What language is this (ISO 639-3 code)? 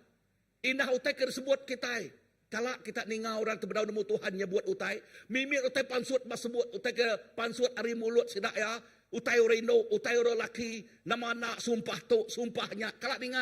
iba